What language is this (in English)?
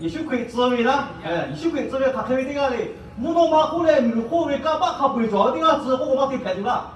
Lahu